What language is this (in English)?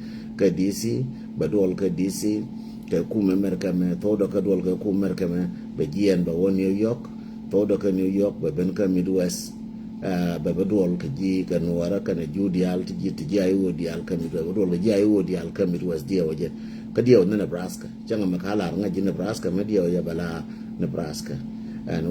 Nuer